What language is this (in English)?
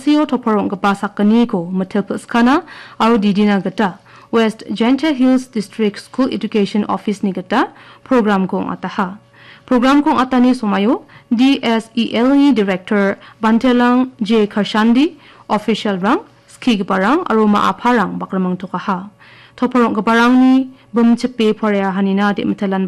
Garo